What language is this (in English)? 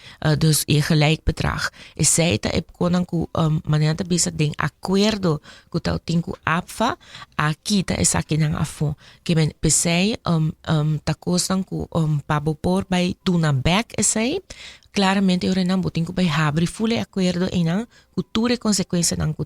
Papiamento